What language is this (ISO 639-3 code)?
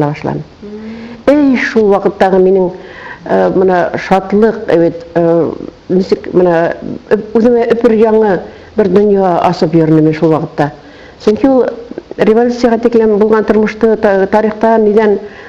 bak